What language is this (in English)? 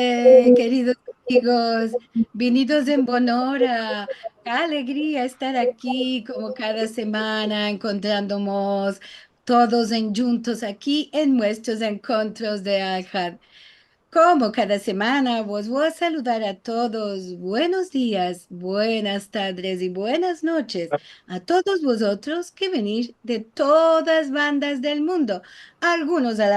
Ladino